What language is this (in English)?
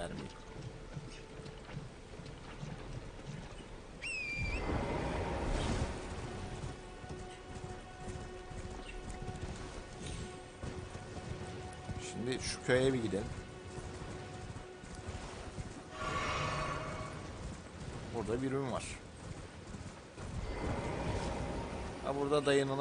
Turkish